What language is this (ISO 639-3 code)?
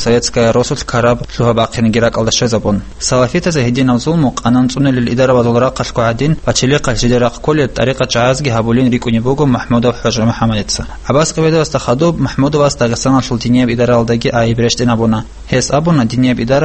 ava